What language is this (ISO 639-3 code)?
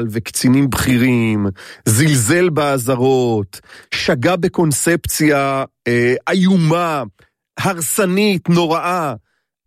heb